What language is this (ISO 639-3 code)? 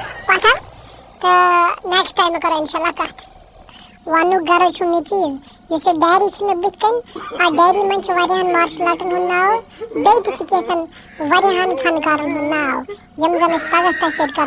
kas